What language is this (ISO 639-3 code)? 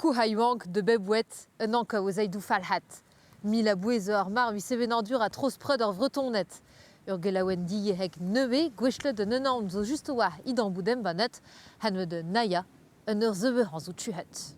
bre